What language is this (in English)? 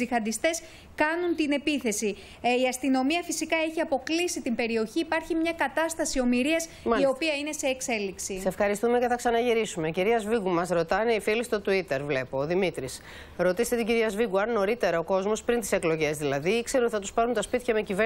Greek